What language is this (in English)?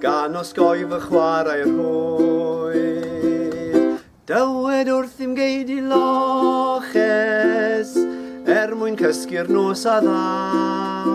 Welsh